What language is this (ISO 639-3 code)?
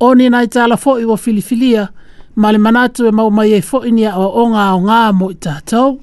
smo